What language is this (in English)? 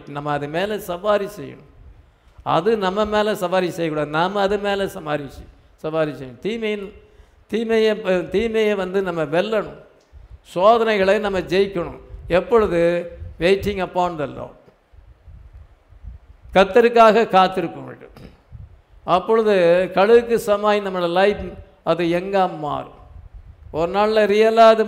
Tamil